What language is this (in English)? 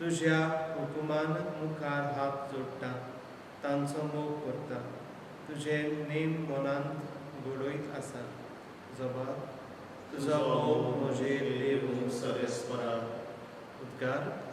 Konkani